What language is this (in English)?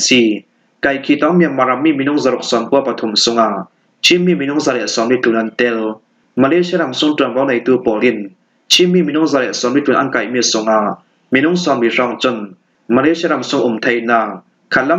Falam Chin